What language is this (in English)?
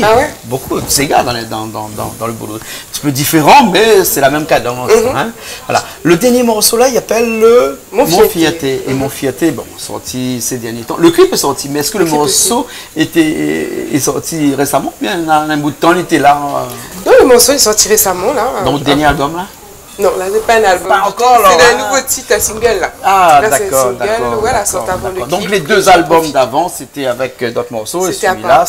Réunion Creole French